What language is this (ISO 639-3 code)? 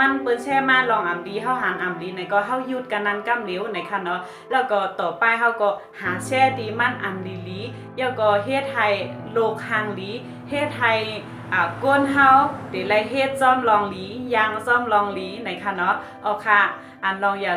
shn